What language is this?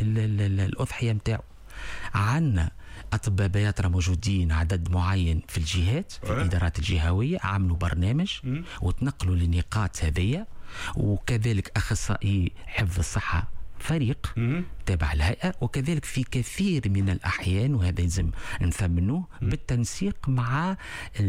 Tunisian Arabic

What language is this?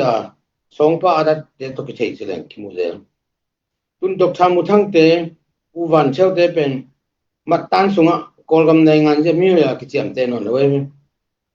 Tedim Chin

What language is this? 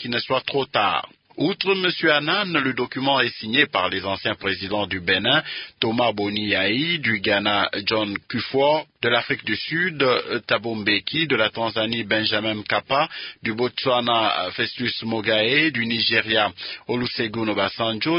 French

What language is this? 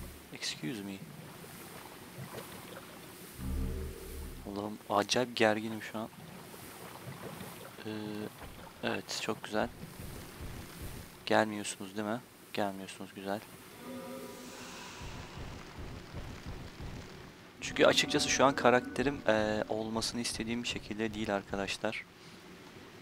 Turkish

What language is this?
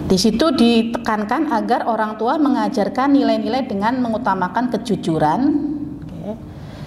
Indonesian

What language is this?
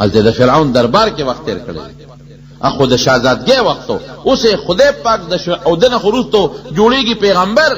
Pashto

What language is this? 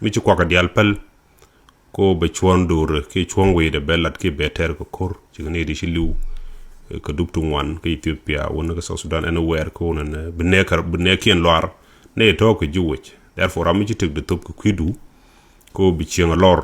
Nuer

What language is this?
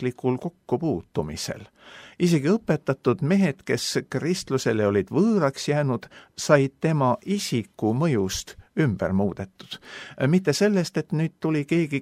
Estonian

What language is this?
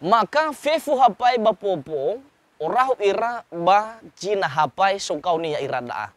Nias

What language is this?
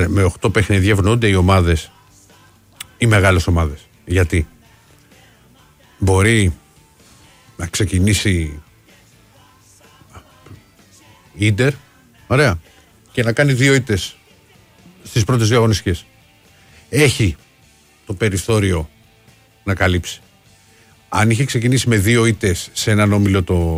Greek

